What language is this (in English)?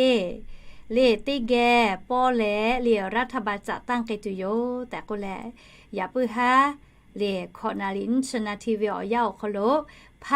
Lahu